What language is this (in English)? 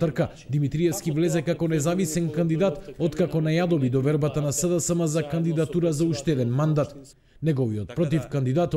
Macedonian